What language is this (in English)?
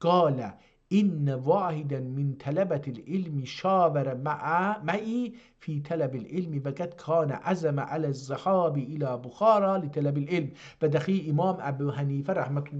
South Azerbaijani